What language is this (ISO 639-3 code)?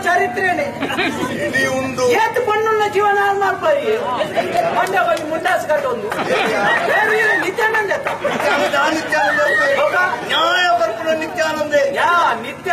tcy